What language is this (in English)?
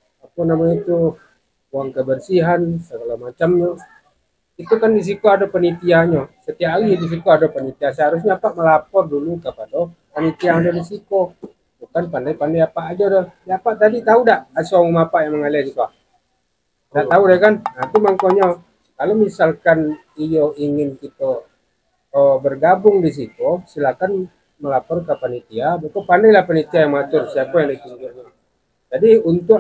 Minangkabau